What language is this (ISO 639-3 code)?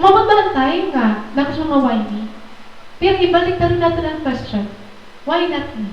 war